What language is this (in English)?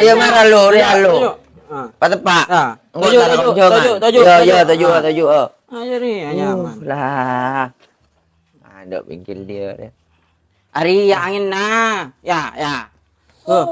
Madurese